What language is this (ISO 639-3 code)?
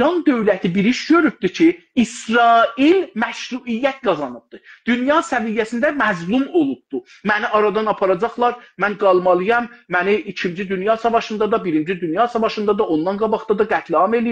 azb